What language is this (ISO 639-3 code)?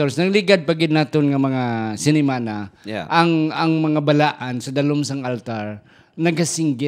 hil